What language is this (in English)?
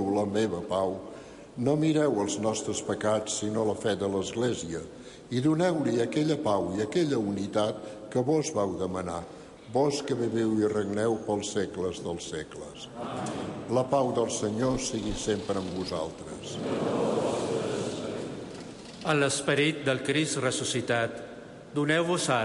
Catalan